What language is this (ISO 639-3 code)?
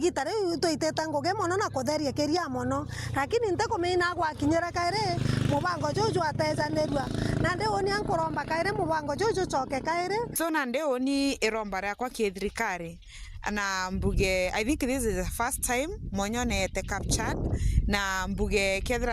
mer